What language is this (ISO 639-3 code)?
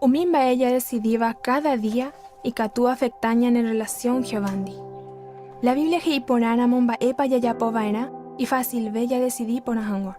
grn